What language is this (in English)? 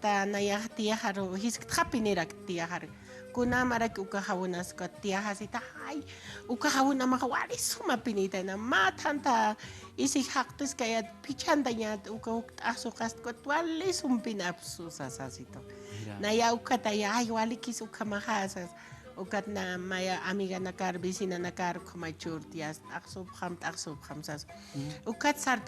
Aymara